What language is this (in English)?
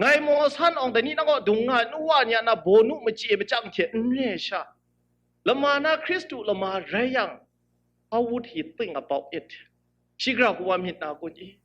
Kachin